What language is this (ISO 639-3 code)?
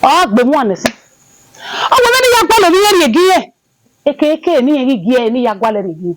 bin